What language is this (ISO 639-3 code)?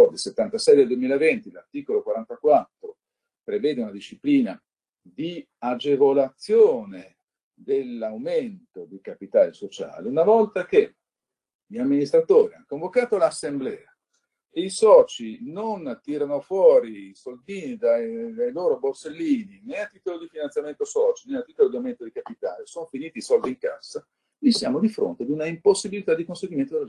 ita